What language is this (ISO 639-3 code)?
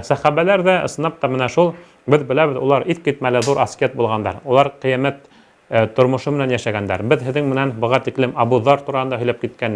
bak